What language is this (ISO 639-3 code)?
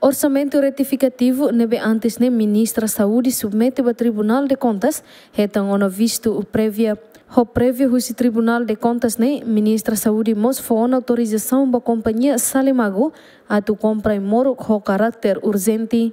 tet